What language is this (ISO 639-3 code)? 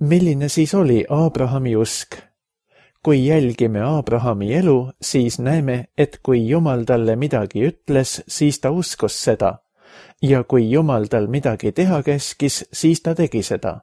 est